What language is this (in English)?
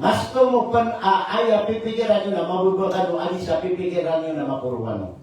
Maranao